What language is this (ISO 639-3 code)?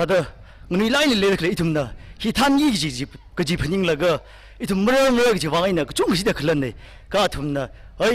nmf